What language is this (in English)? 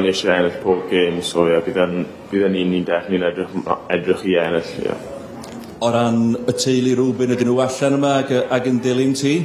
Welsh